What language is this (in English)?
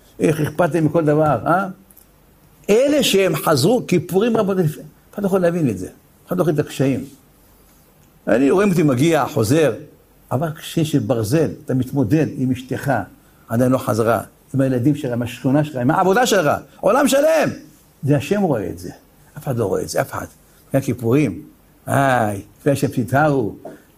Hebrew